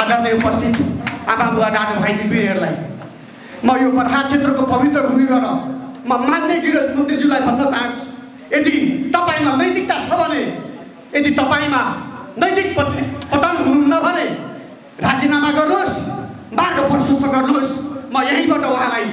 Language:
Nepali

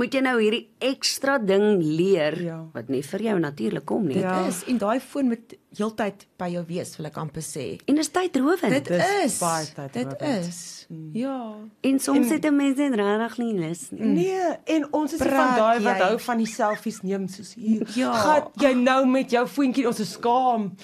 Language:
Afrikaans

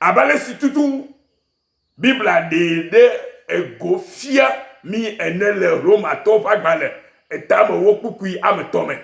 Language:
Ewe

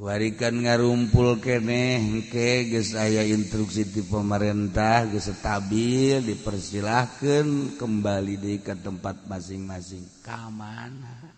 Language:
Sundanese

